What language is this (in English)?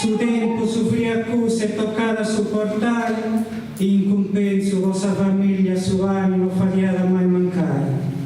Sardinian